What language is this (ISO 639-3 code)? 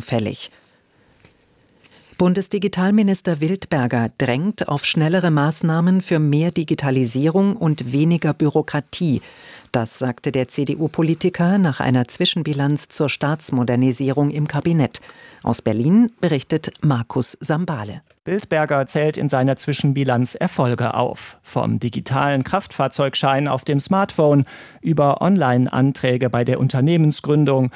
deu